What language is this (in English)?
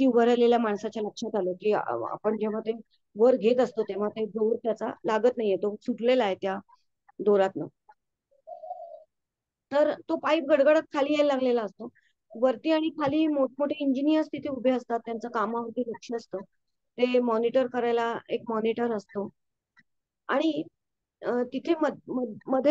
Marathi